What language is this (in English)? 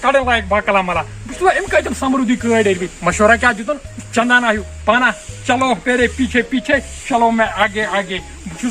Kashmiri